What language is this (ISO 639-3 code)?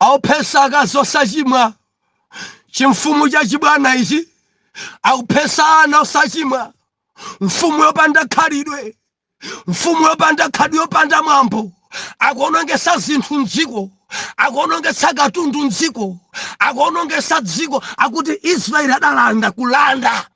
nya